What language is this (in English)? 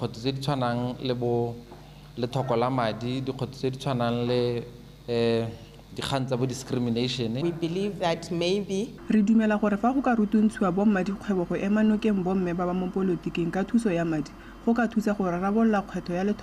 Tswana